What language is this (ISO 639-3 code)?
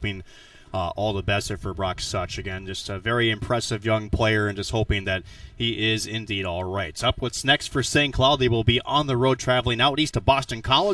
eng